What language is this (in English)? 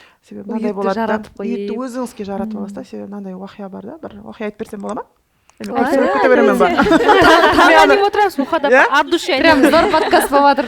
Kara-Kalpak